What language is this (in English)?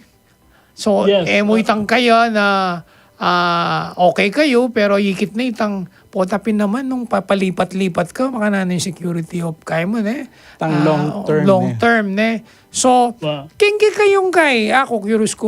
Pampanga